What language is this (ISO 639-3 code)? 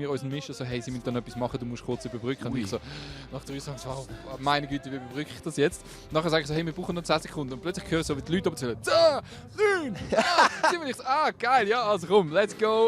roh